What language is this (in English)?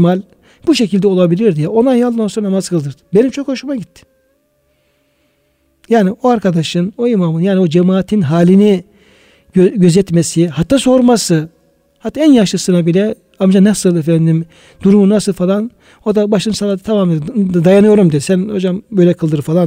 Turkish